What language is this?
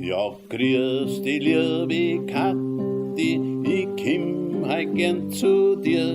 Bavarian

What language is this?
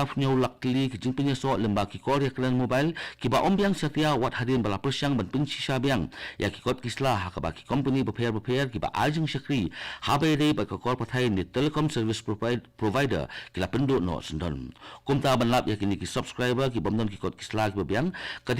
Khasi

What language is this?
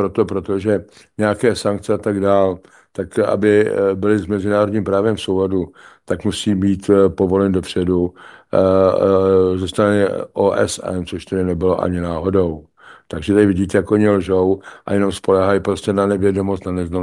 Czech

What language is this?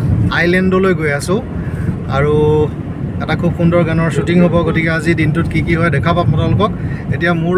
Assamese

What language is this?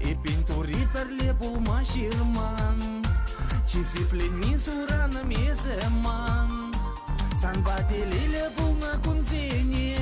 Chuvash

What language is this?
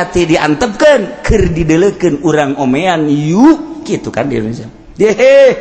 Sundanese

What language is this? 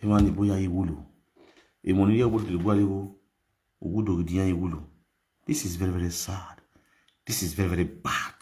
Nigerian Pidgin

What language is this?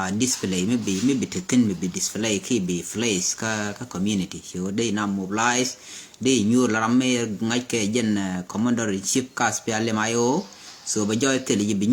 Nuer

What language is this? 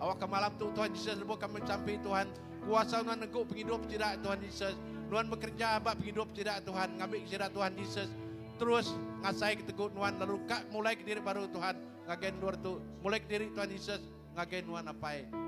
Iban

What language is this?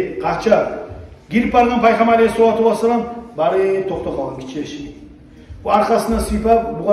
Kumyk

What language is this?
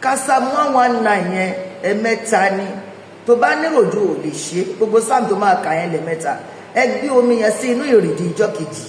Yoruba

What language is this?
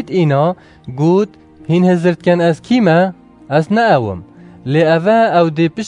Kurdish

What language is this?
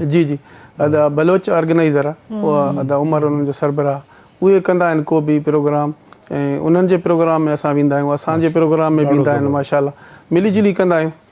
Sindhi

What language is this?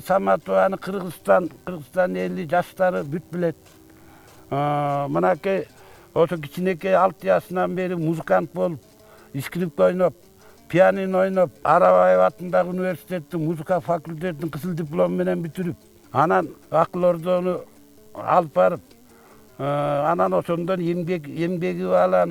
Kyrgyz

